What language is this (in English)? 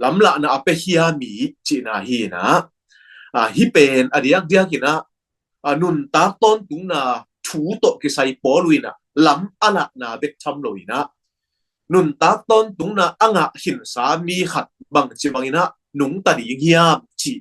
Tedim Chin